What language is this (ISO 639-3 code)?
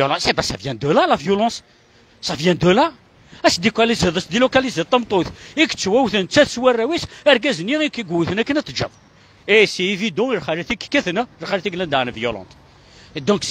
kab